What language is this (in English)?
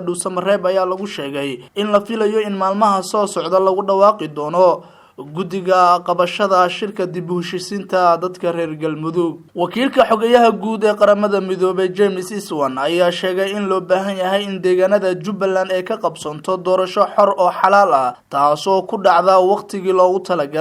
Somali